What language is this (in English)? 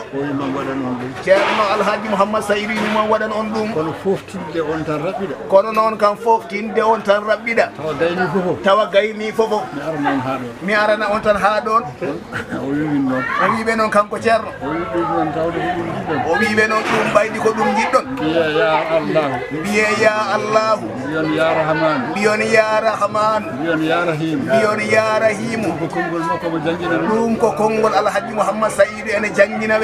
Fula